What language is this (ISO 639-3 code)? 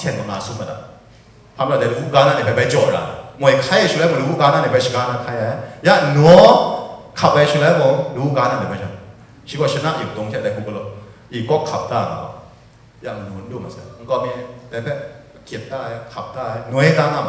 kac